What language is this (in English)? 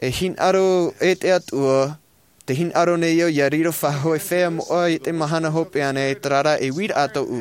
Tahitian